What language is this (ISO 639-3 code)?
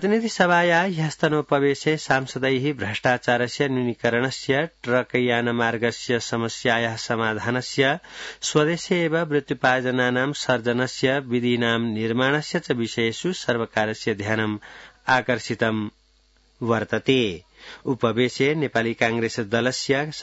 san